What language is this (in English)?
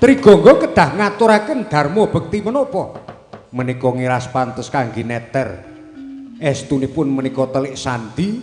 Javanese